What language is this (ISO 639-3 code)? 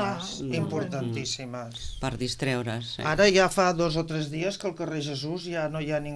cat